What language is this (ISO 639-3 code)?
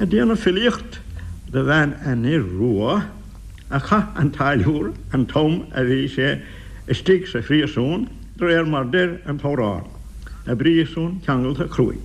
gle